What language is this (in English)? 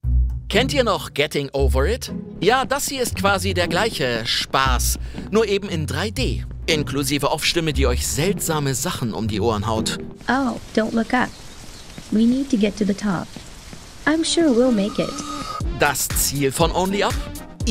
German